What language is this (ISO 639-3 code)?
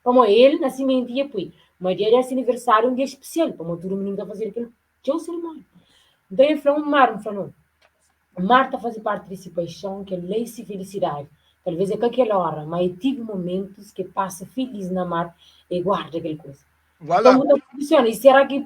kea